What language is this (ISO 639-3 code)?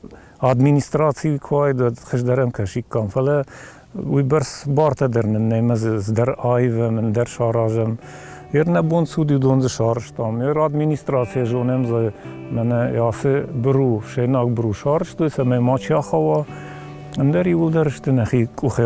oss